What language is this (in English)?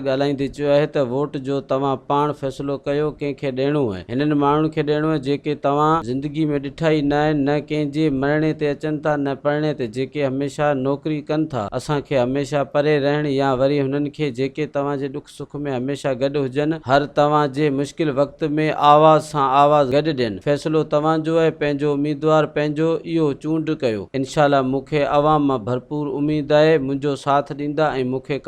Sindhi